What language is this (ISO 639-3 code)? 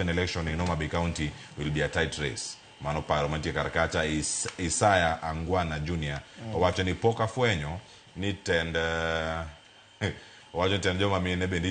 luo